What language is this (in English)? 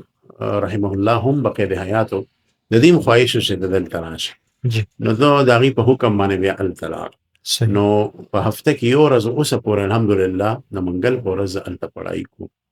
Pashto